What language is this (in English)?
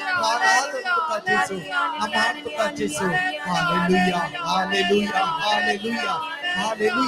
Konkani